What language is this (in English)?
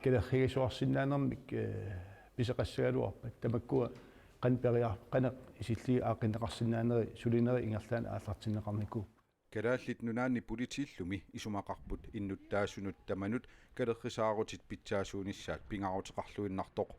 Kalaallisut